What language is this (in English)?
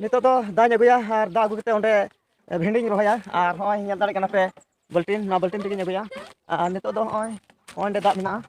Santali